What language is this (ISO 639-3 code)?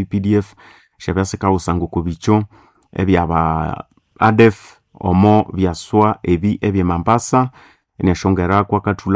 nnb